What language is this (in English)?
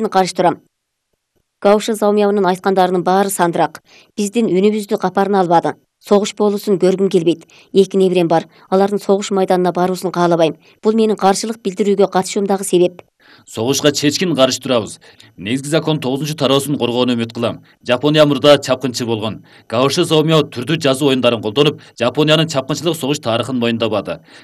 Kyrgyz